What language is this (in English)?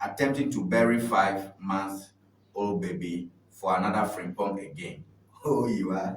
Ewe